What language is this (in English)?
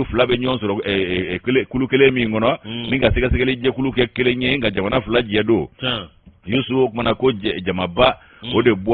Bambara